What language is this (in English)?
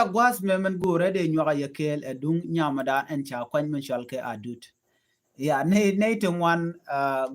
Nuer